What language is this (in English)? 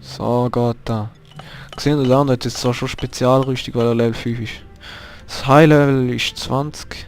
Swiss German